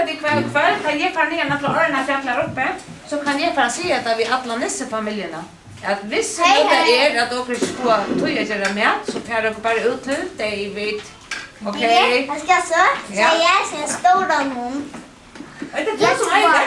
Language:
Faroese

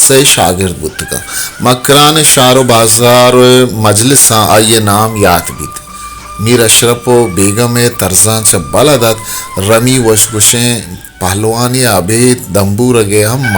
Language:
Baluchi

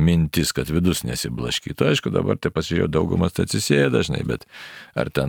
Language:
Lithuanian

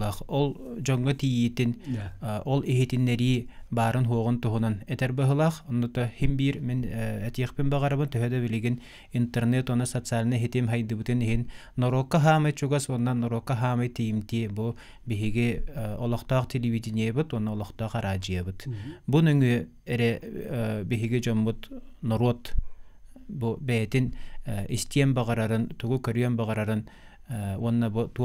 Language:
Yakut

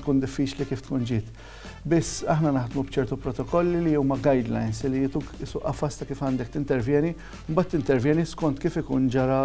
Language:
Maltese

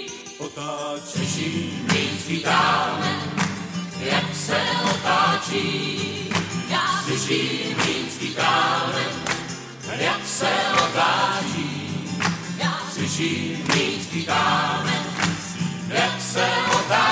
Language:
Czech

